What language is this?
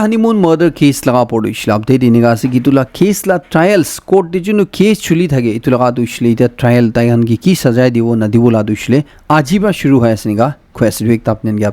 Naga Pidgin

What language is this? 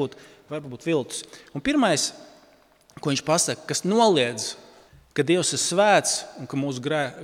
Latvian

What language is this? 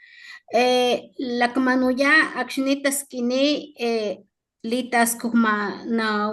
Papantla Totonac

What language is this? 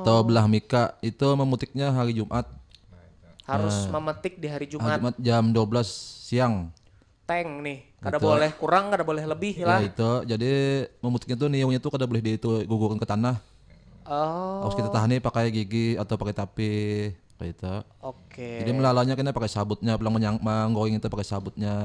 Banjar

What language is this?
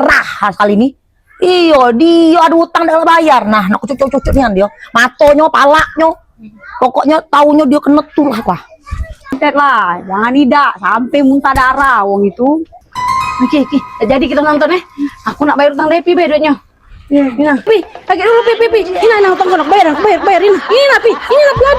Musi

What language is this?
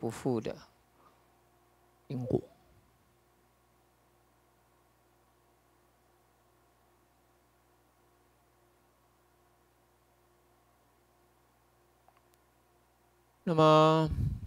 Chinese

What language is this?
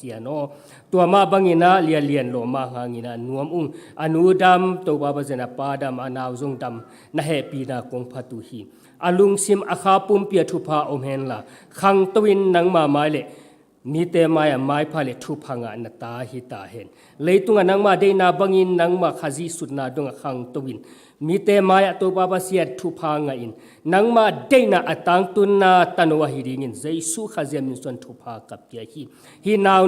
Tedim Chin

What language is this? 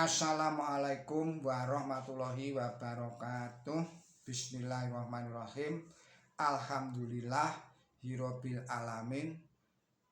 Javanese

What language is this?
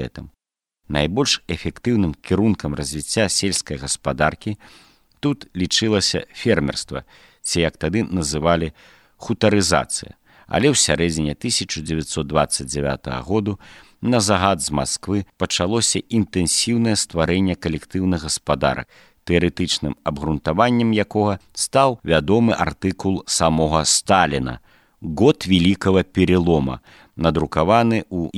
Belarusian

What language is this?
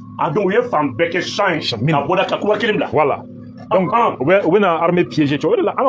Bambara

